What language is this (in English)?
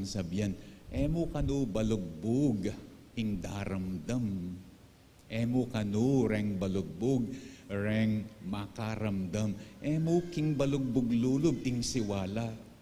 Pampanga